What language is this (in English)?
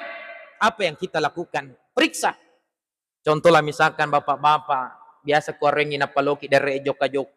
Buginese